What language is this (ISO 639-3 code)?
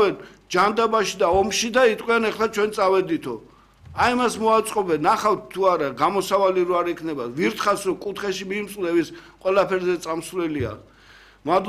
kat